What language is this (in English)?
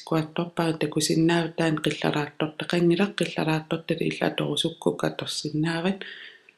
Kalaallisut